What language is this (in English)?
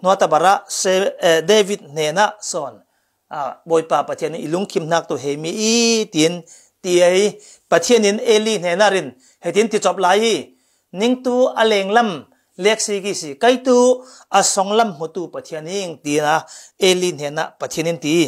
Falam Chin